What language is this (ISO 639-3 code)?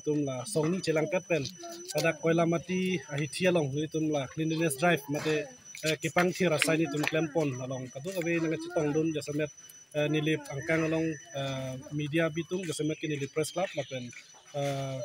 mjw